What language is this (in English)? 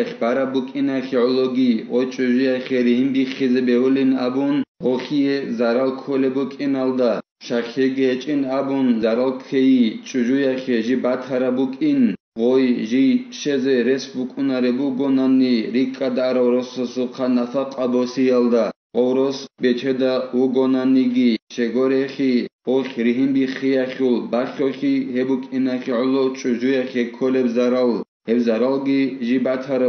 Avaric